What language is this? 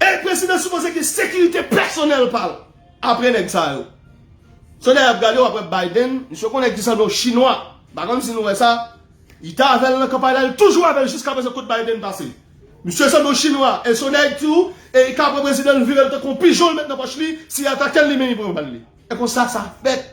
Haitian Creole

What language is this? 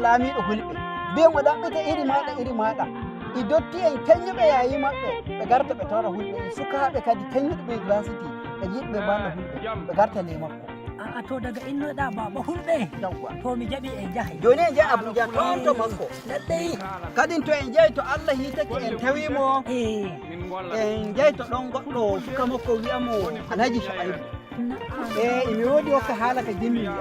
Nigerian Fulfulde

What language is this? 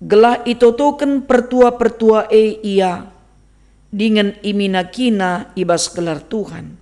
Batak Karo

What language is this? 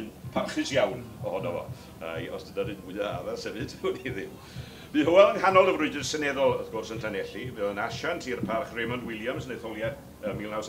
Welsh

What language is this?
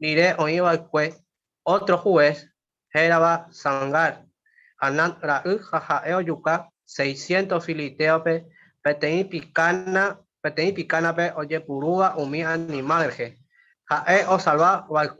Guarani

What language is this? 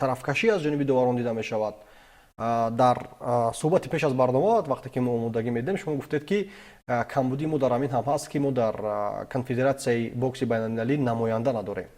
Tajik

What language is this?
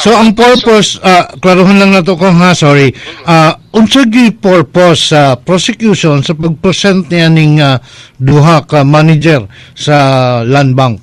Cebuano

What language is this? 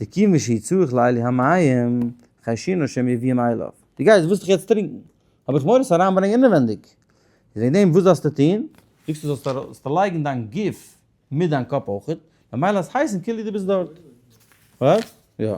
Yiddish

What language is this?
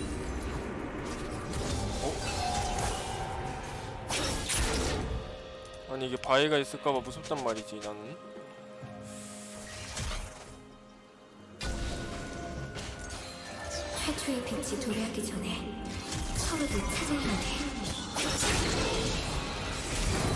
Korean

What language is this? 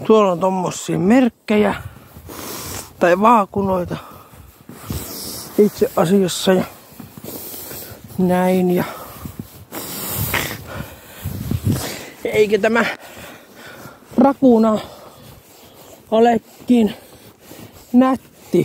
Finnish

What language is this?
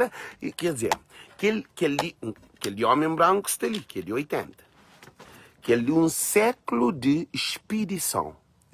Kabuverdianu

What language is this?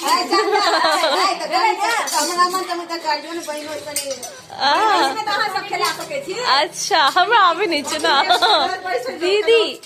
Maithili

